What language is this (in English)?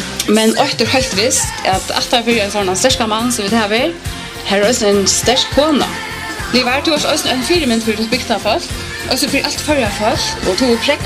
Faroese